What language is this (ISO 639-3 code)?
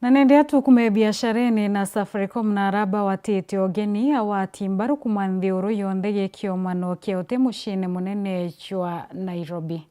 mer